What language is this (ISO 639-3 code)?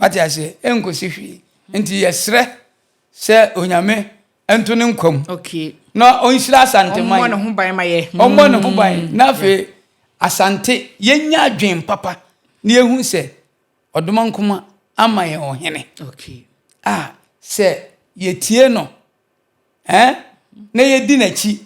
aka